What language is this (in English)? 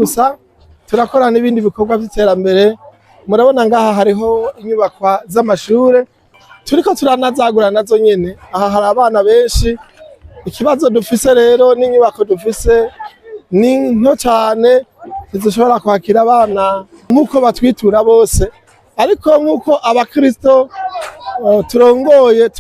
Rundi